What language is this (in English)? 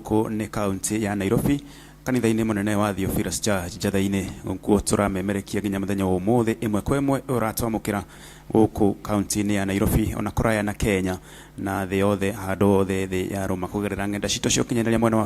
Kikuyu